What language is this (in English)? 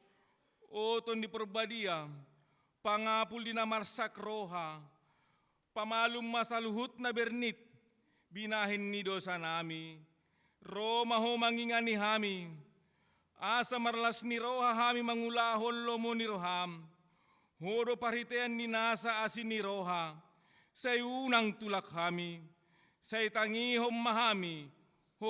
Batak Toba